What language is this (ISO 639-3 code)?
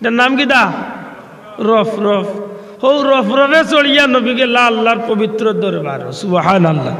syl